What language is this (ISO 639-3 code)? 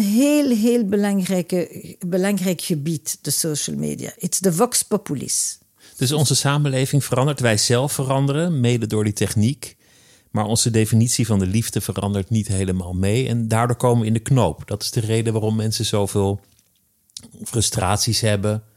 nld